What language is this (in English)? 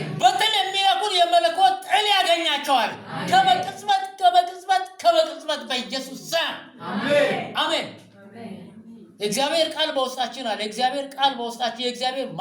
Amharic